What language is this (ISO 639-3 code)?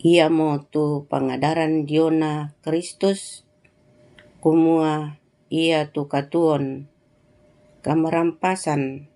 sda